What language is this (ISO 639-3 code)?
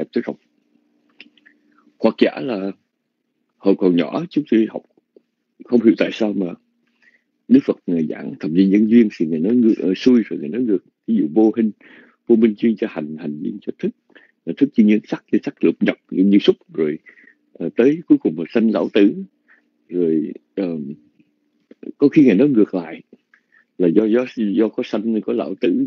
vie